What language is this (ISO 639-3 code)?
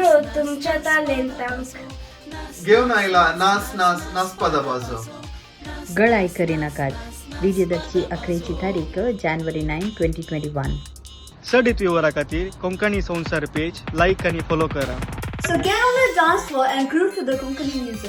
kok